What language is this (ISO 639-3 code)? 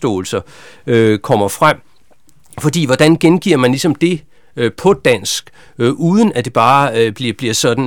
dan